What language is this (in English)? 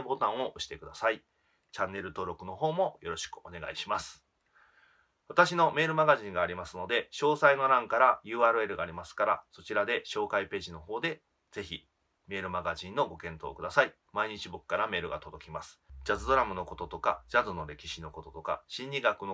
Japanese